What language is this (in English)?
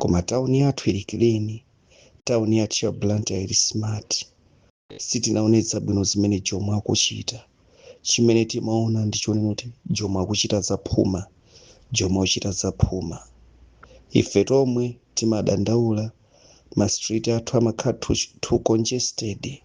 Nyanja